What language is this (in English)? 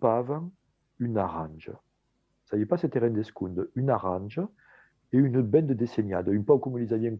Occitan